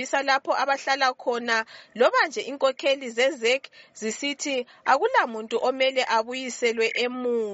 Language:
North Ndebele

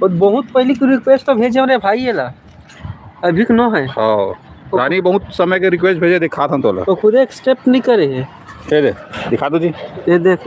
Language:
Chhattisgarhi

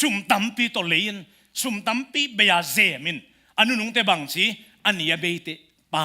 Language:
Tedim Chin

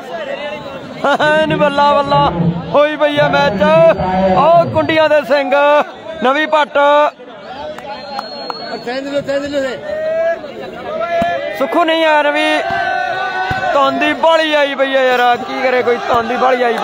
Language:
Punjabi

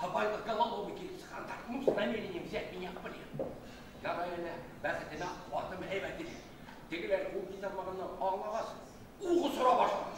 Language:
Bashkir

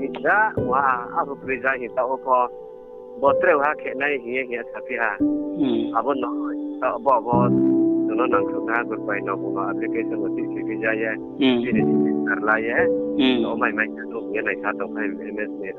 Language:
Riang (India)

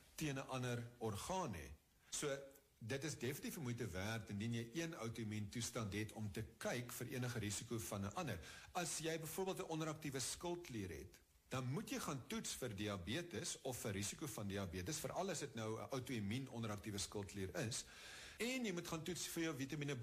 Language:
Afrikaans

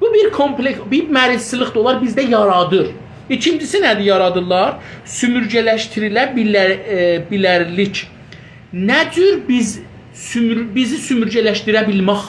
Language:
South Azerbaijani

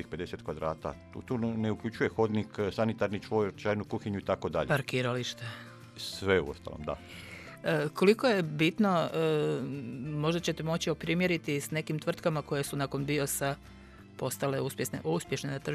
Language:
Croatian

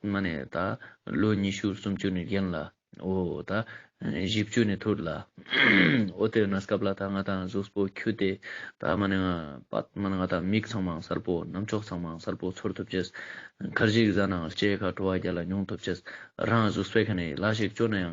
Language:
Ladakhi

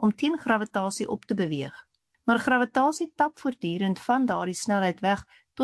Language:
Afrikaans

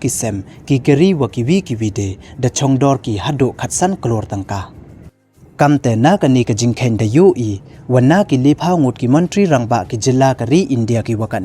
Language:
Pnar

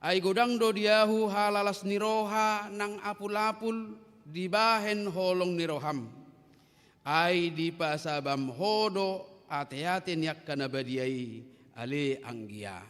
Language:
Batak Toba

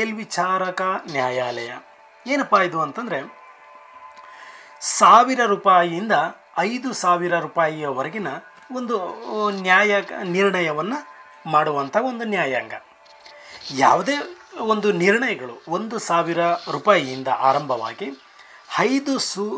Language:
Kannada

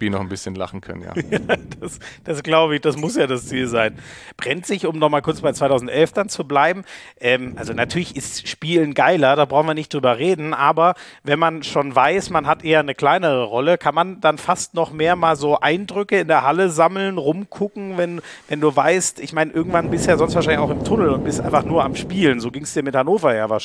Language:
German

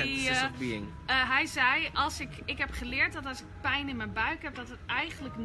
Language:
Dutch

